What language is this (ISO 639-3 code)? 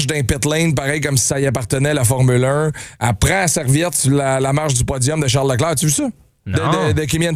fra